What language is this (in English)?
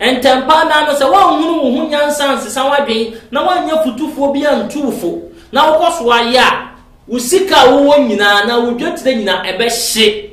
Akan